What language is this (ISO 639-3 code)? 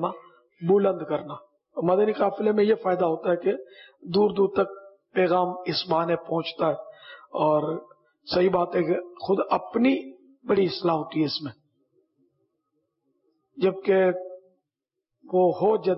urd